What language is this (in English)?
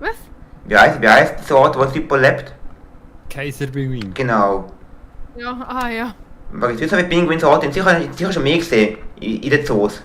Swiss German